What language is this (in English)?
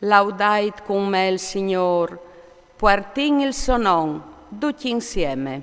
Friulian